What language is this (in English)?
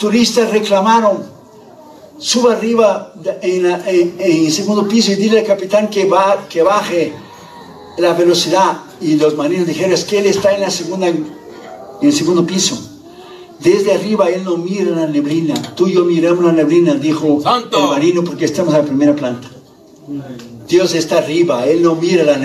Spanish